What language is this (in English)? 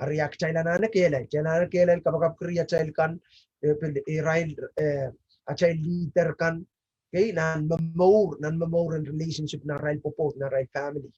Pohnpeian